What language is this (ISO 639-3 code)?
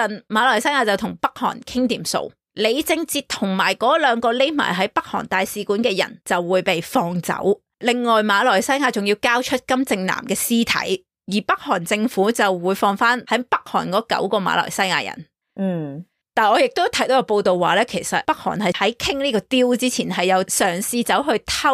yue